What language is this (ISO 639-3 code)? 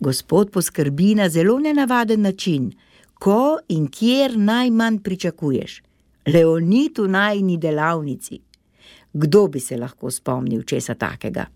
slv